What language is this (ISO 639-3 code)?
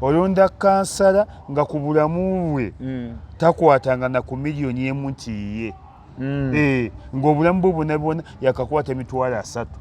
lug